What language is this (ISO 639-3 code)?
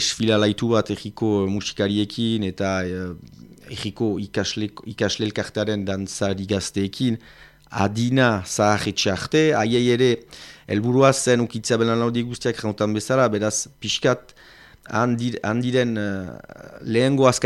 eus